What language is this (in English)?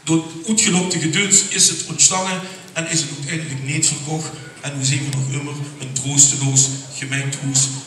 Limburgish